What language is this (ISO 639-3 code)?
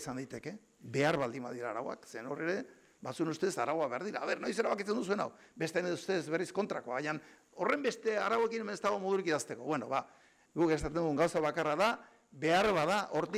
eus